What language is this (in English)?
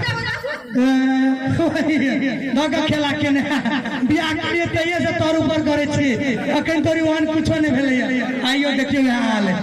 Maithili